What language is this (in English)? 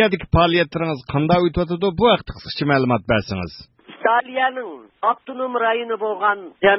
Uyghur